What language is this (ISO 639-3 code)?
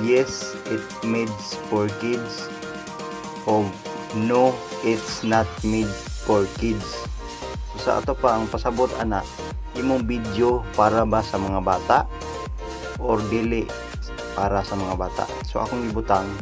ceb